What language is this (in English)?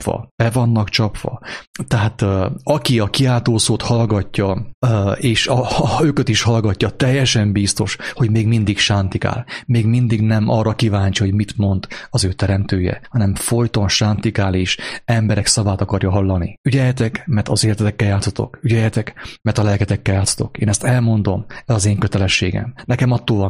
Hungarian